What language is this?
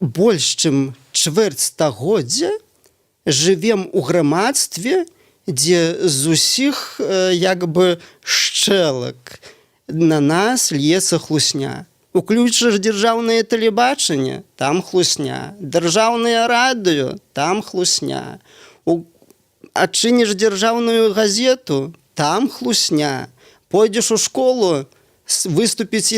Belarusian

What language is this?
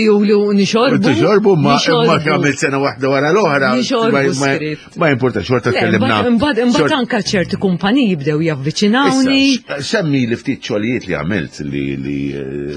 Maltese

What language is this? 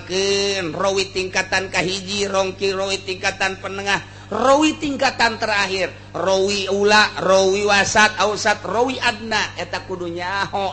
Sundanese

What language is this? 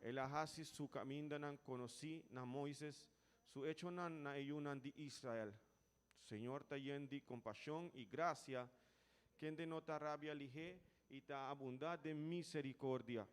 Papiamento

